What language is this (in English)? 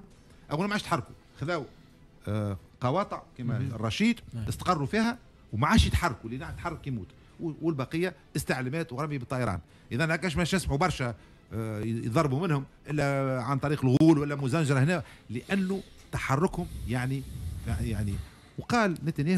Tunisian Arabic